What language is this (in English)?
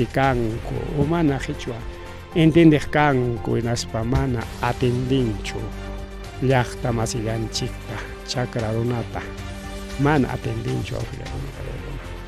Ayacucho Quechua